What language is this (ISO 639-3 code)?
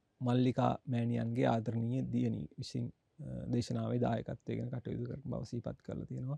sin